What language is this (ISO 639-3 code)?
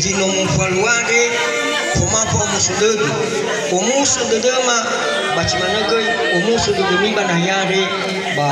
nia